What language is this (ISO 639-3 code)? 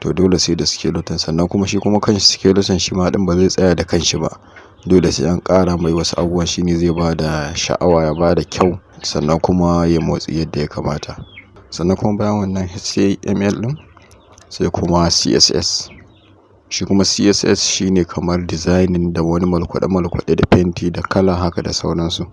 hau